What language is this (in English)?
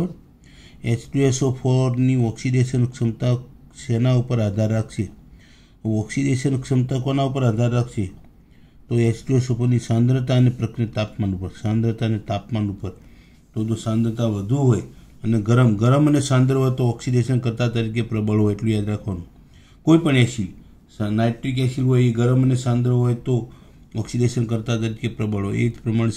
Gujarati